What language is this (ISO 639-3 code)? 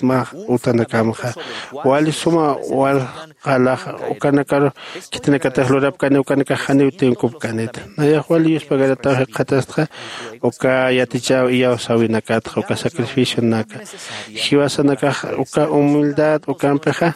aym